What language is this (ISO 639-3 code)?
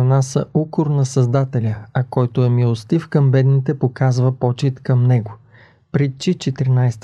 bul